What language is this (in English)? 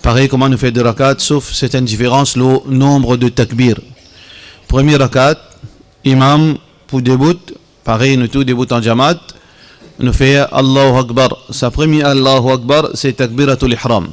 Morisyen